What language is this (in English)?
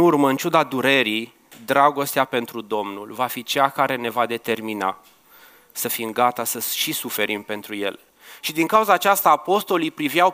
Romanian